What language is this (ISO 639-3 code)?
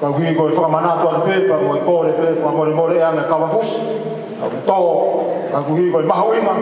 ton